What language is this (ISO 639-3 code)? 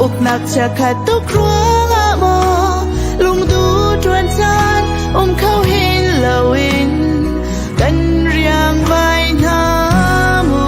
cnh